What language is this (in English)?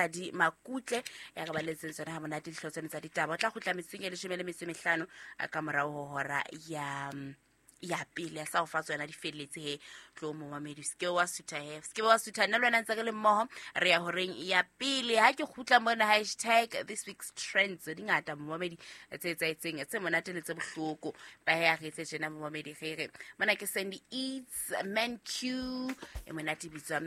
Southern Sotho